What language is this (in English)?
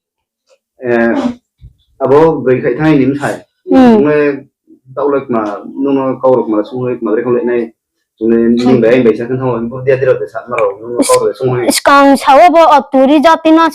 Riang (India)